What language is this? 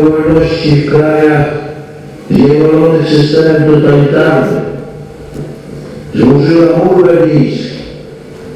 Polish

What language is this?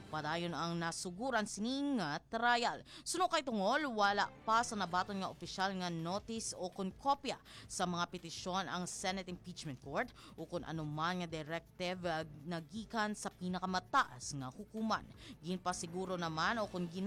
Hiligaynon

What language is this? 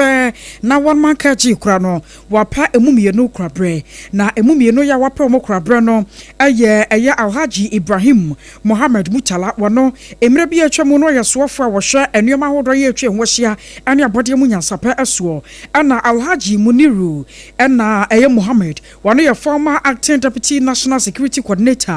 Akan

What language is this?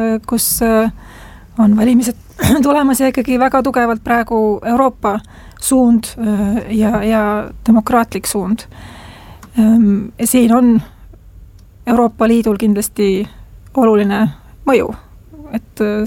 Estonian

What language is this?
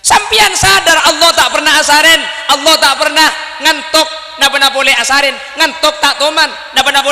Madurese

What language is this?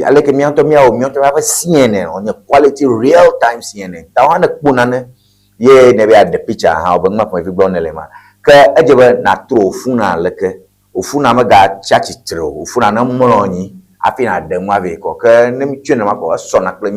Ewe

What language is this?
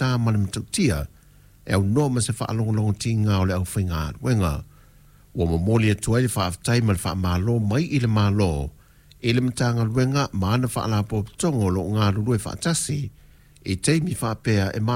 Samoan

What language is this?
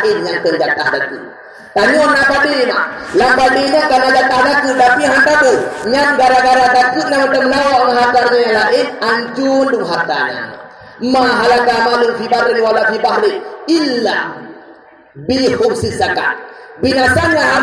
Achinese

